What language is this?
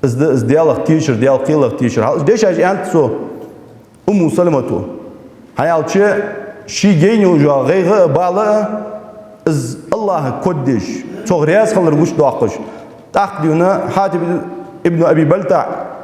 Ingush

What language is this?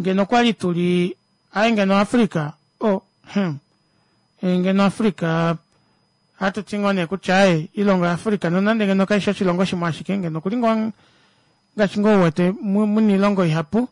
Kuanyama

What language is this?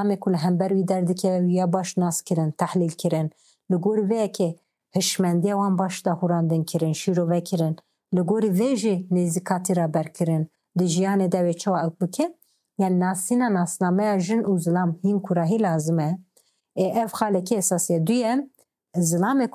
Kurdish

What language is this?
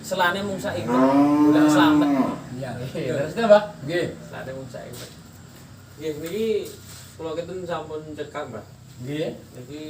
Javanese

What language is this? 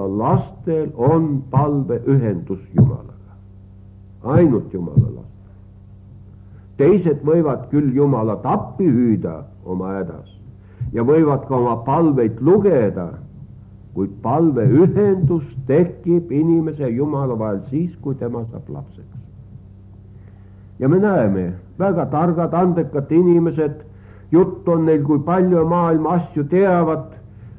Estonian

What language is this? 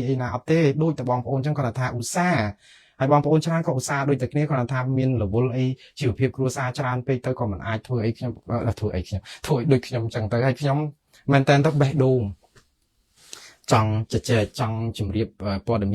Khmer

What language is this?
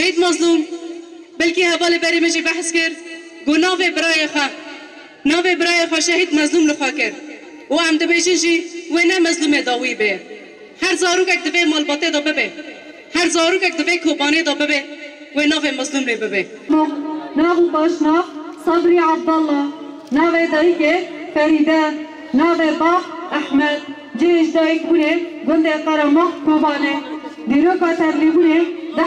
Kurdish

